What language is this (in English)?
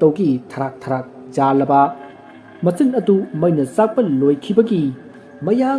Manipuri